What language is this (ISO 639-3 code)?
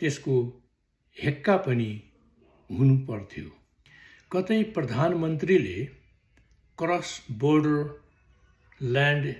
nep